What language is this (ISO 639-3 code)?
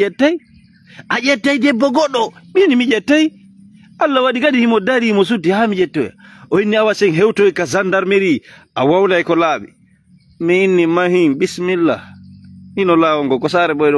fuf